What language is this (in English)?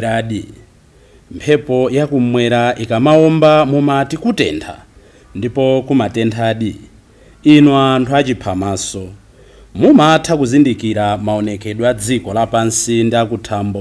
Nyanja